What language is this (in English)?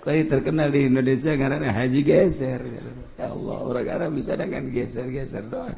Sundanese